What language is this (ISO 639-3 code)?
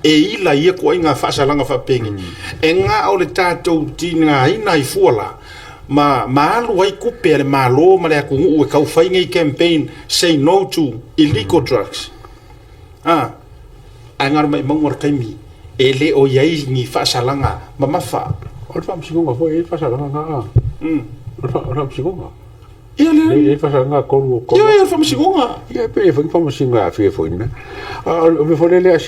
smo